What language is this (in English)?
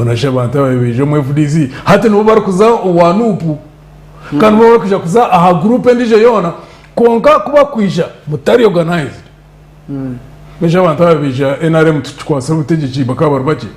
Nyankole